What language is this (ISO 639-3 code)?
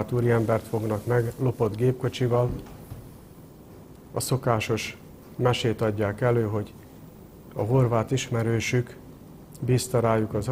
hun